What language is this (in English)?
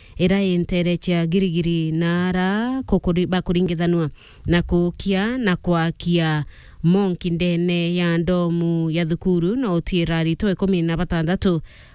Meru